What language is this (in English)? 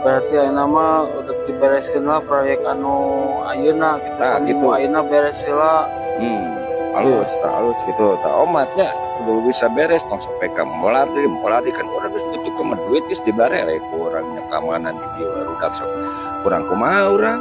Sundanese